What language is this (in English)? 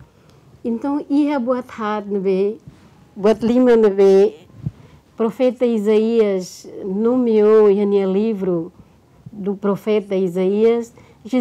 Tetum